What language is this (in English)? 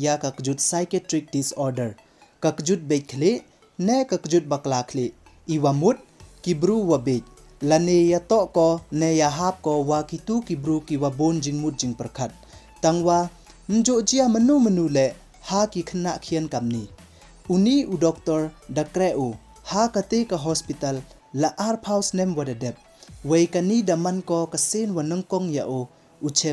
Pnar